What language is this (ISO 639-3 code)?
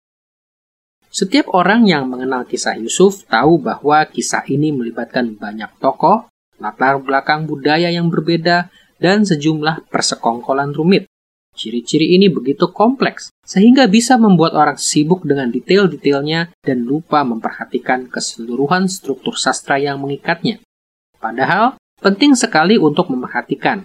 ind